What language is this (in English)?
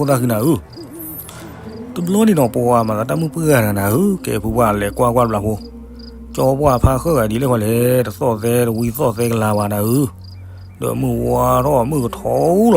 S'gaw Karen